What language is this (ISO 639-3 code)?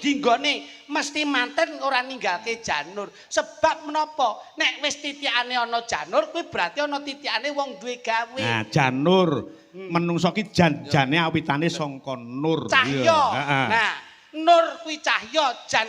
jav